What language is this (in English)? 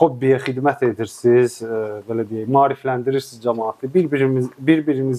Azerbaijani